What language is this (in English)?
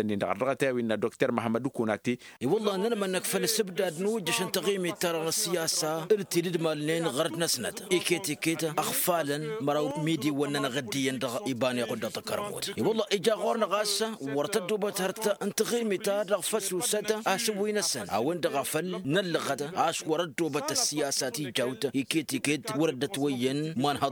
Tamasheq